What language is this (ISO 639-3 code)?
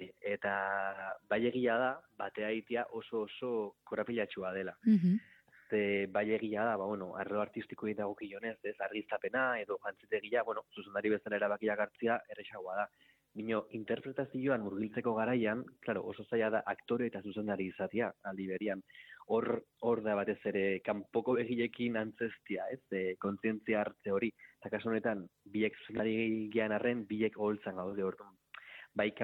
eus